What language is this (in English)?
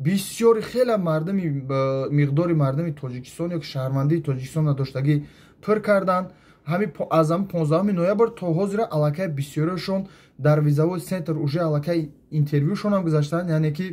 Tajik